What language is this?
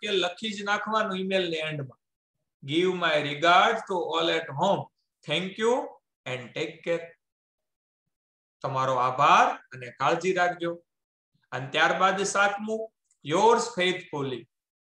Gujarati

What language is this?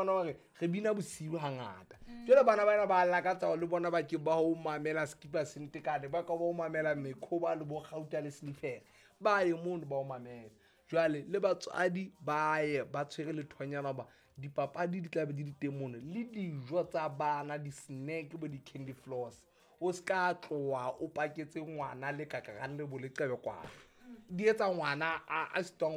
Southern Sotho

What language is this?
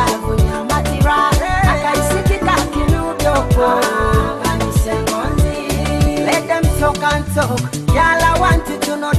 Nyoro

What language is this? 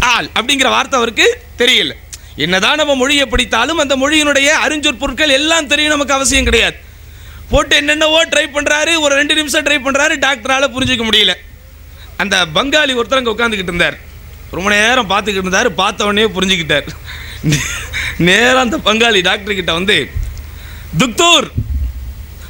Tamil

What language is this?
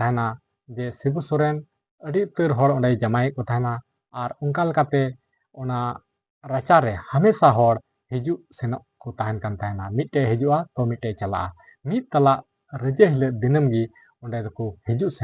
Santali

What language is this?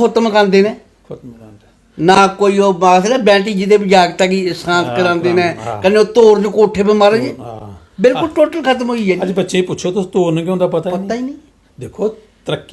Dogri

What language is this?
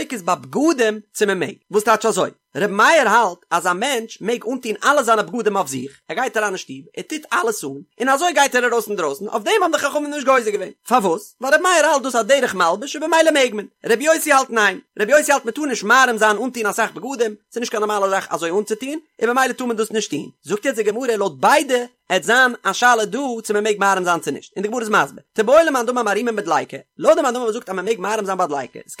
Yiddish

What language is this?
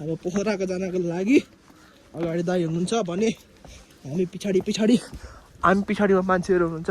Nepali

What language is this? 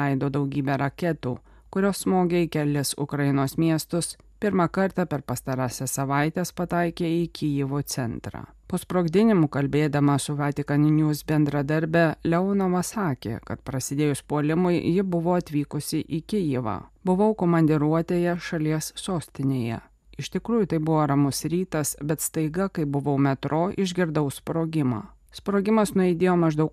Lithuanian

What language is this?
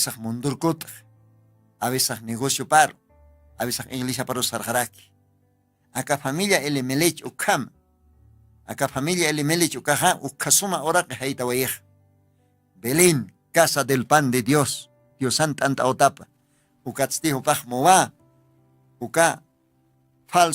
Aymara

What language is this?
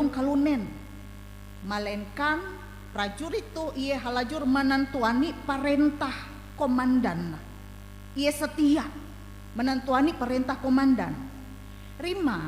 Ngaju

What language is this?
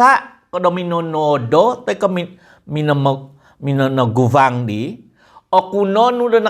Central Dusun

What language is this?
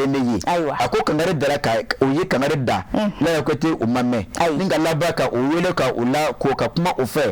Bambara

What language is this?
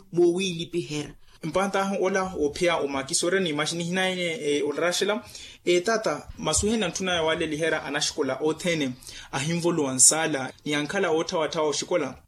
Makhuwa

